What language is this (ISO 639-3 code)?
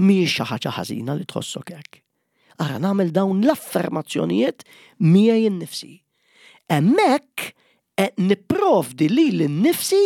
mlt